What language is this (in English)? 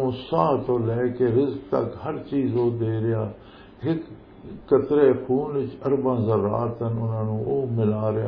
Western Panjabi